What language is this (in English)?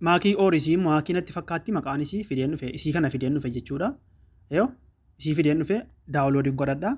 Oromo